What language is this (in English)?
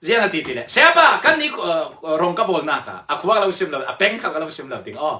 Falam Chin